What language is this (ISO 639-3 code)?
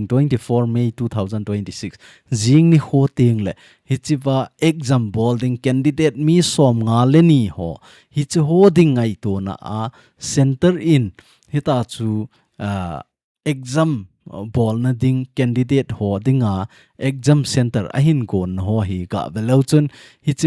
tcz